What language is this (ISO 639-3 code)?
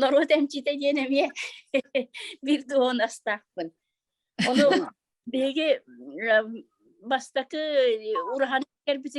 sah